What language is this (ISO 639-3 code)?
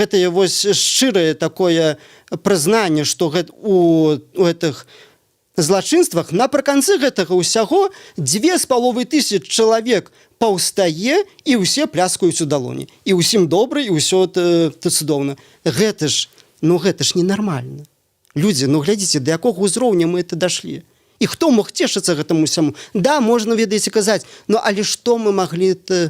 bel